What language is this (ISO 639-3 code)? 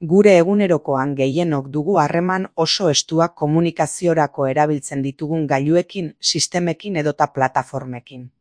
eus